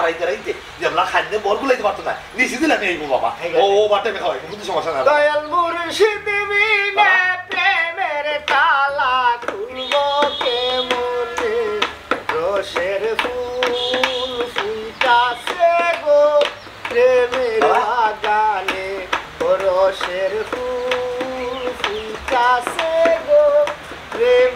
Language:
Sylheti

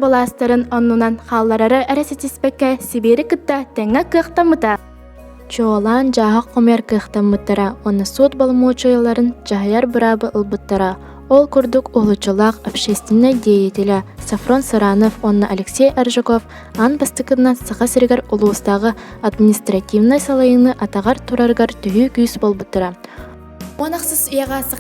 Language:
Yakut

